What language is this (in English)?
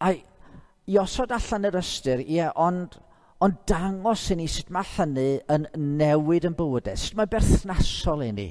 Welsh